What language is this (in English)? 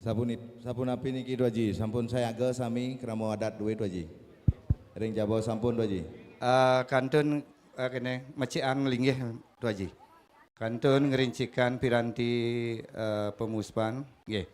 Balinese